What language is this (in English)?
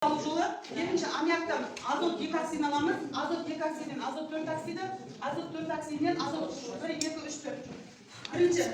Kazakh